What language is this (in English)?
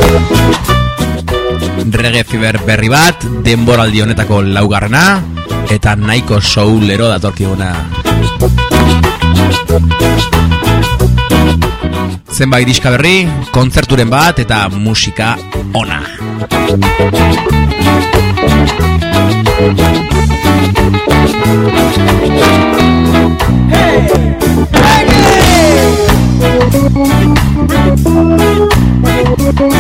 Basque